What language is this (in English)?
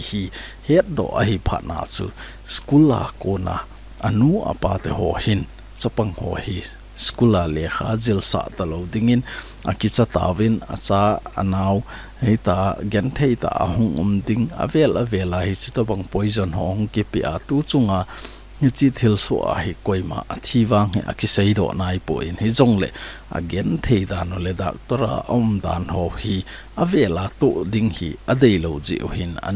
Thado Chin